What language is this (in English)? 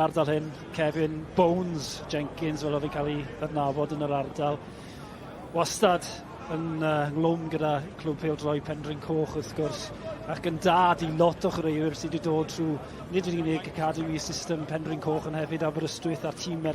Welsh